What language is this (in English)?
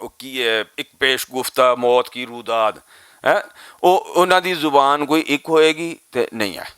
Western Panjabi